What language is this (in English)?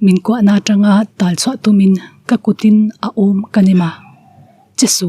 Mizo